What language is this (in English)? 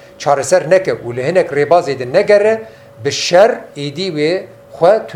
Kurdish